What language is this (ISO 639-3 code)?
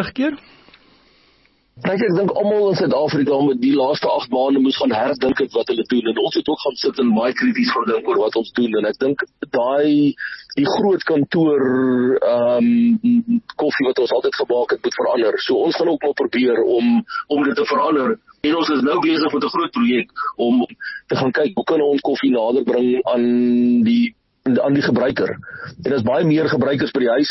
afr